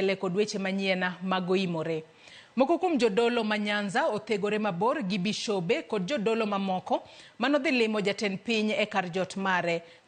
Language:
Luo (Kenya and Tanzania)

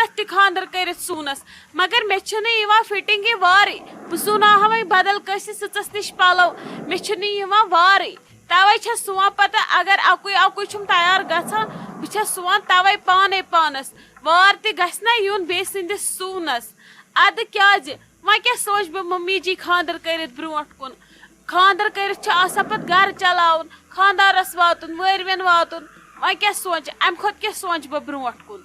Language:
Kashmiri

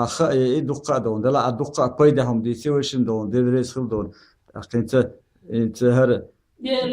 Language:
Chechen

